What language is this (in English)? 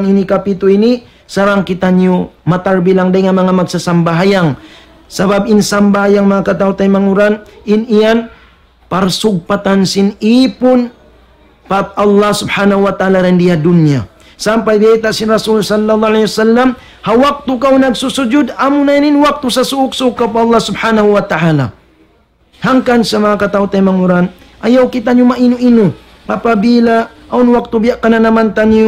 Tausug